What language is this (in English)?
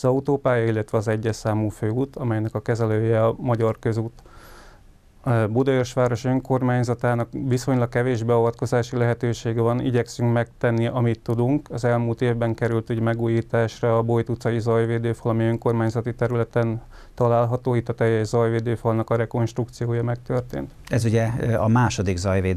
Hungarian